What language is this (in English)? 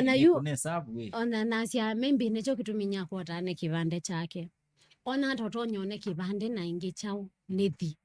Kamba